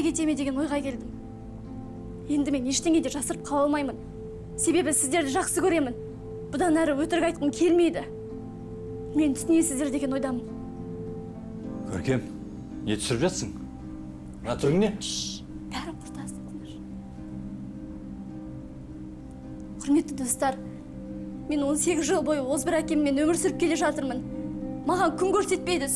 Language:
Kazakh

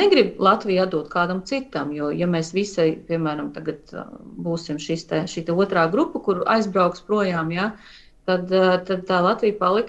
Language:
Latvian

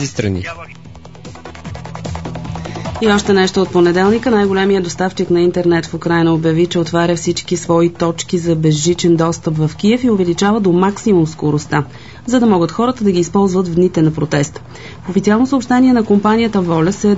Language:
Bulgarian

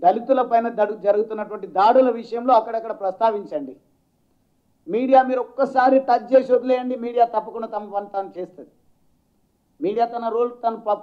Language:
Telugu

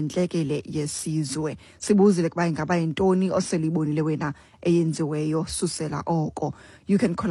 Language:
Xhosa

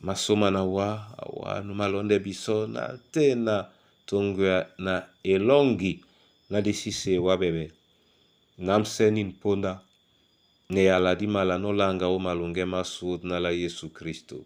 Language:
Duala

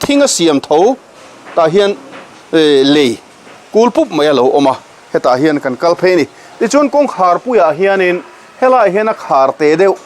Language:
Mizo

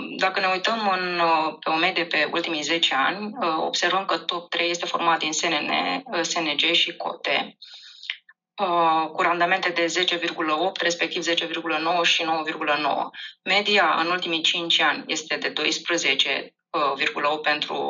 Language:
Romanian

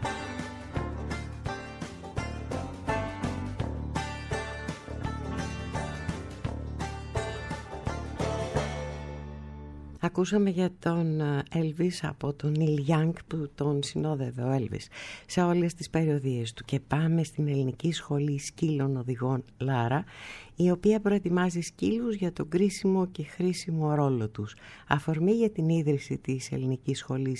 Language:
Greek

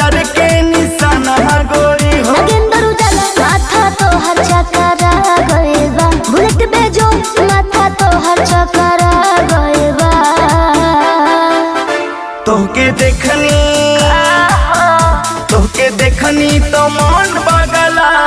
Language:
Bhojpuri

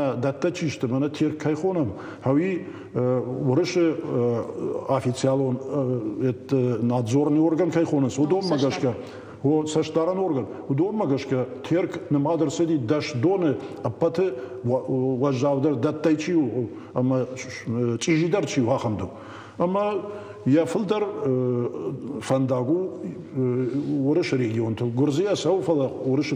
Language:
Ossetic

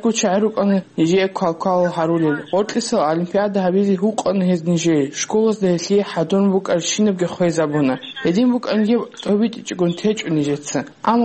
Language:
Avaric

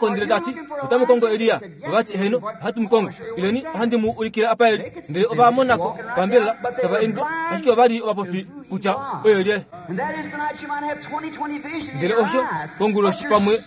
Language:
Kuanyama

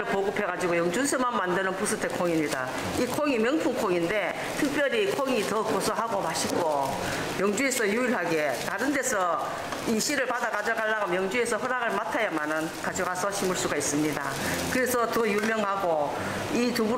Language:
Korean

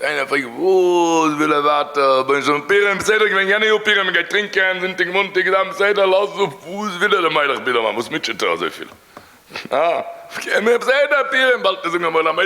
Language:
Yiddish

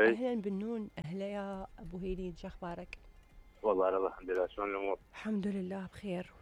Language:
Mesopotamian Arabic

